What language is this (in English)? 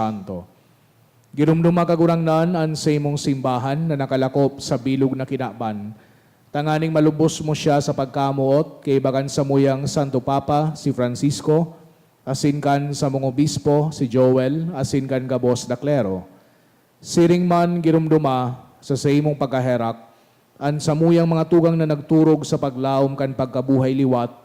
Bikol